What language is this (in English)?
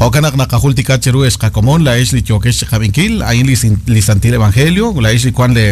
Kekchí